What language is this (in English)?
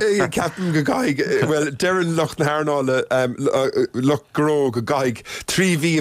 Irish